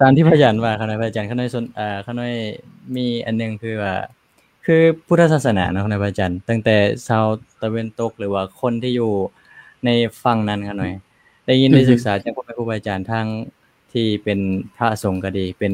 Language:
Lao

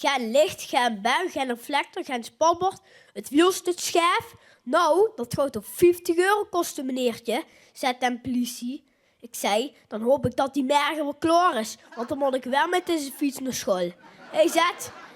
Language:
Limburgish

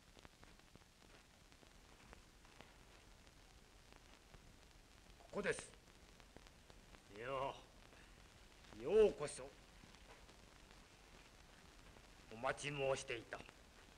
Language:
Japanese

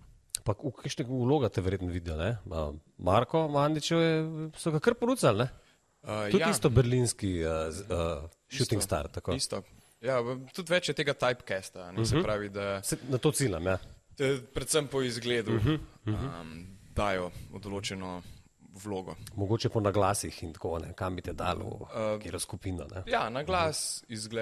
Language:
Slovenian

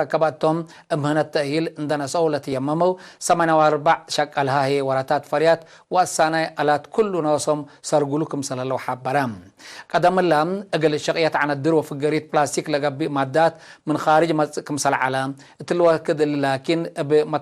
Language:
Tigre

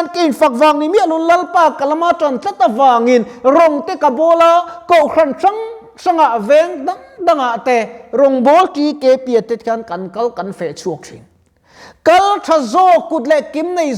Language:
Mizo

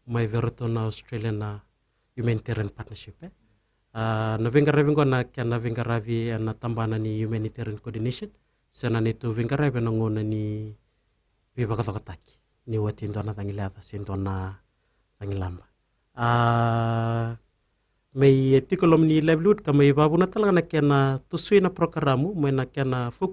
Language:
Fijian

